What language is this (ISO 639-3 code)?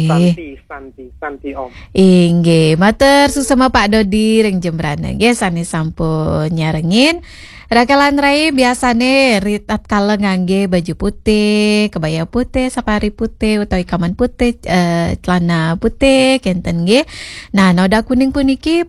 ban